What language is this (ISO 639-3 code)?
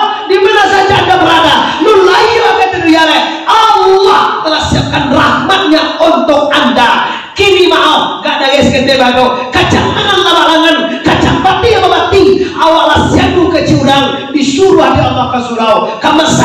min